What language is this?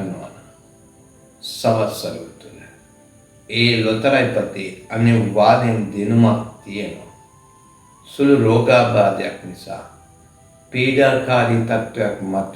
Sinhala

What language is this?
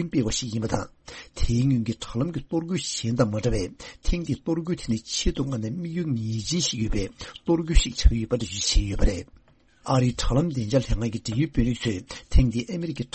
Tibetan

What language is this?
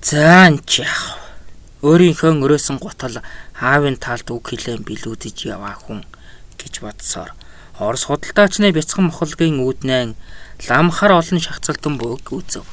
Mongolian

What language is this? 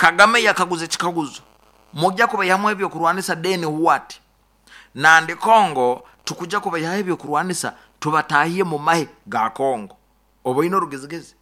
Nyoro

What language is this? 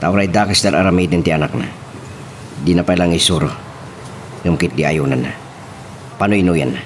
Iloko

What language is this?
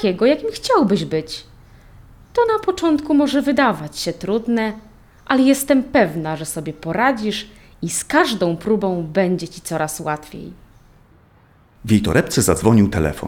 Polish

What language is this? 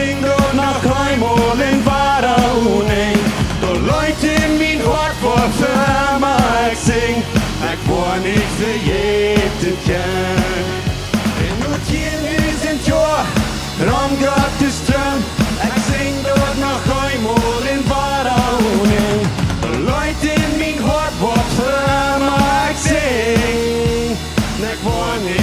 Plautdietsch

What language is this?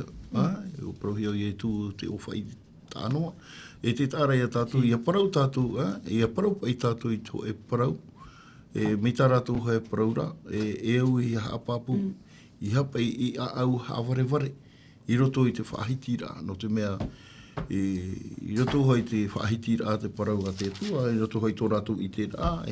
Tahitian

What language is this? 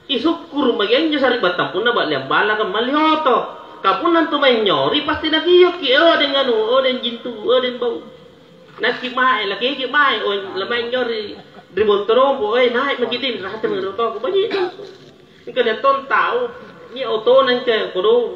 Makasar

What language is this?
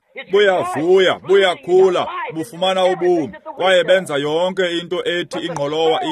Xhosa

